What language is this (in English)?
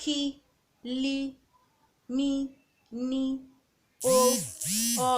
Urhobo